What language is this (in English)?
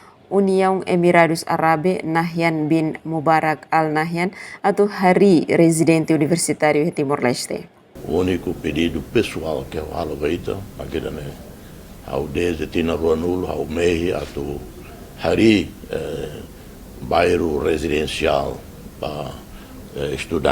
Tetum